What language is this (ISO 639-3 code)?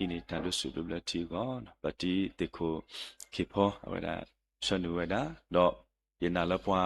ksw